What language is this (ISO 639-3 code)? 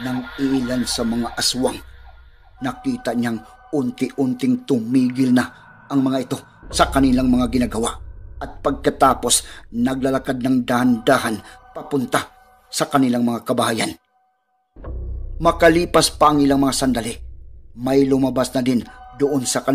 fil